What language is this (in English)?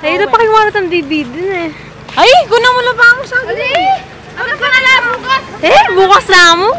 Pampanga